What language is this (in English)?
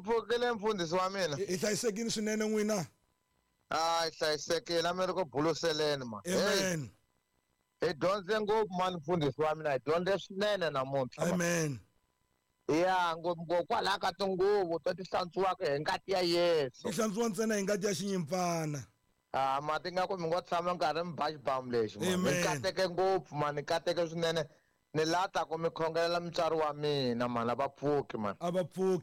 Tsonga